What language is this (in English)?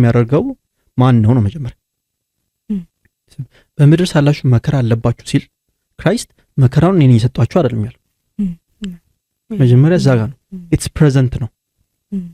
Amharic